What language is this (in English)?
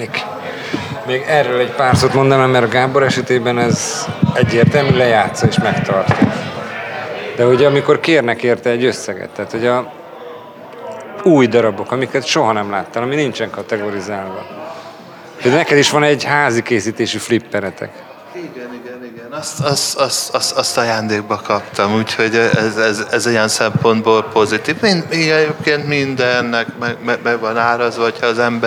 Hungarian